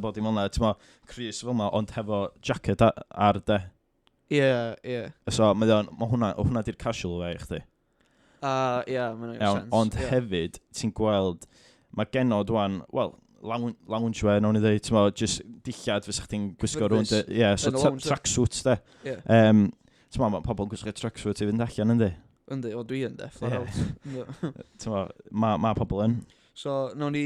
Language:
Welsh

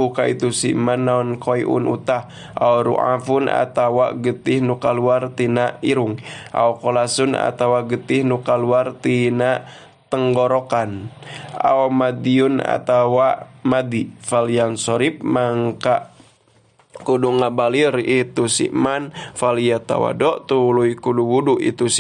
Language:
Sundanese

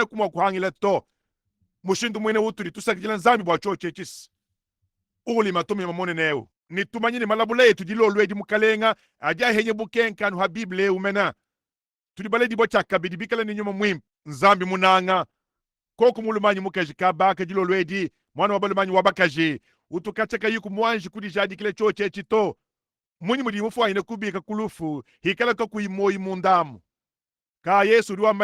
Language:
Luba-Lulua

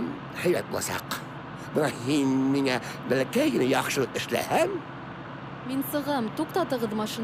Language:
Bashkir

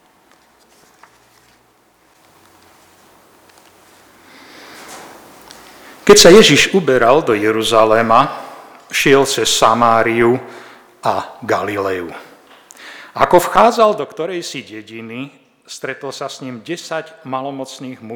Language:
Slovak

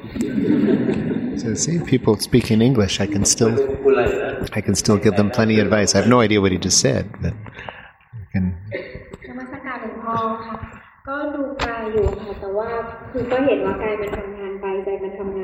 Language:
Thai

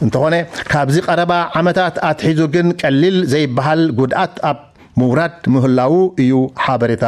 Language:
Tigrinya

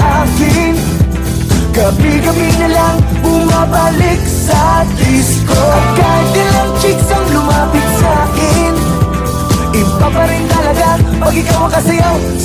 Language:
Filipino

